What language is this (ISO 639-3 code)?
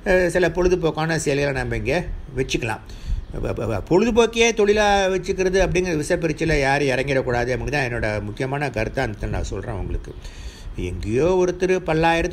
tam